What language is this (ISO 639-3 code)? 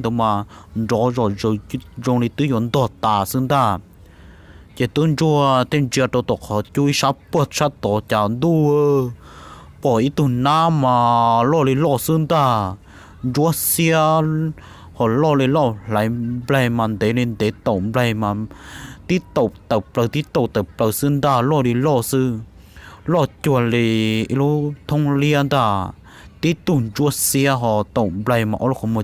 hmn